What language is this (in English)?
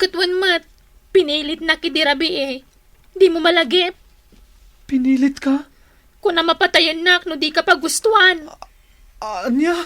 Iloko